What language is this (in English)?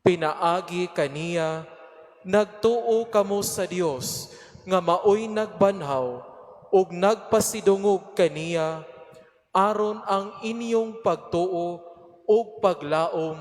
Cebuano